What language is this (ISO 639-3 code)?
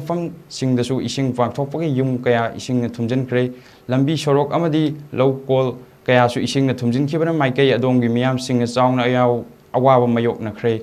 mni